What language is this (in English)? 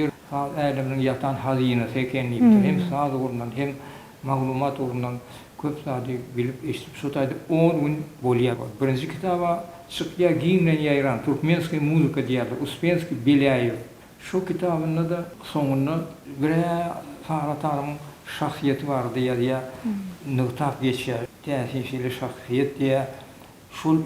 Turkmen